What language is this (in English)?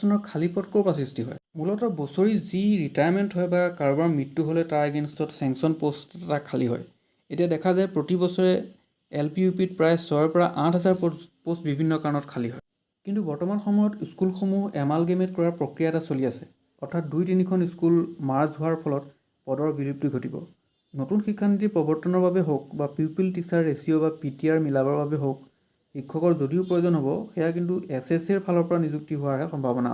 Assamese